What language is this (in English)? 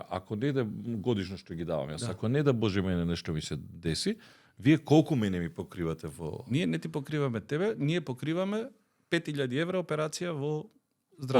Macedonian